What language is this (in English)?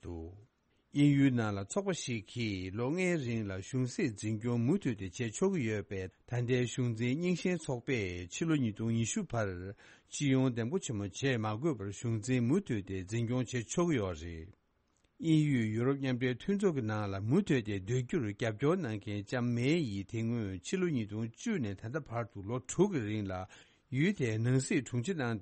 Tibetan